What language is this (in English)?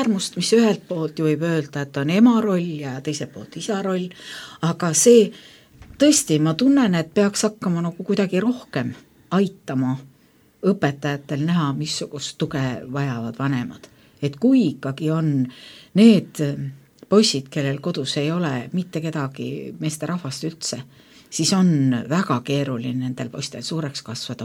Estonian